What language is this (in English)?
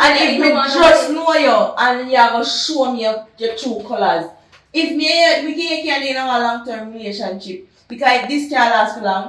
Jamaican Creole English